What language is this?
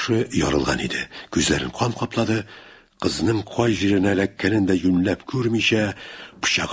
Tatar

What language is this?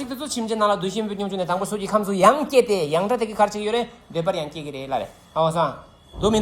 Tibetan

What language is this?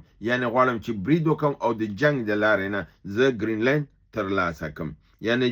Pashto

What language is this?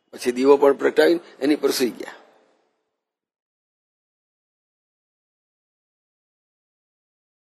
Gujarati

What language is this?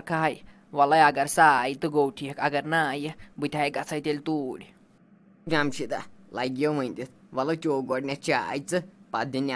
Kashmiri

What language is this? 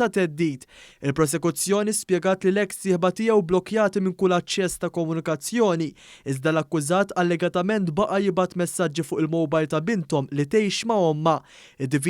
Maltese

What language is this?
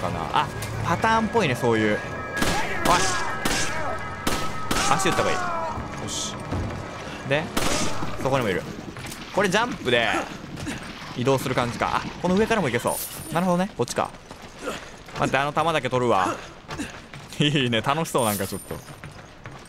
Japanese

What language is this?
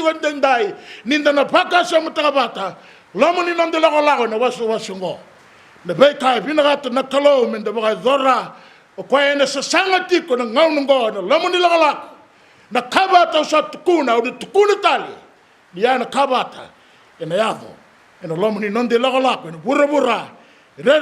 Fijian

